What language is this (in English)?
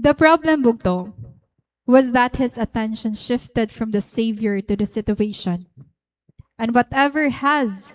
Waray